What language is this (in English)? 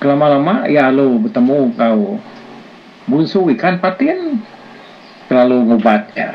Iban